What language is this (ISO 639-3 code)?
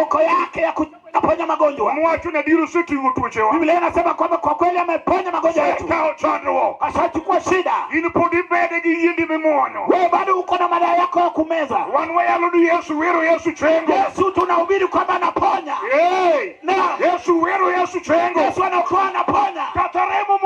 luo